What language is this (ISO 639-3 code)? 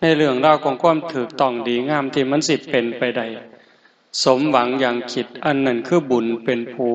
tts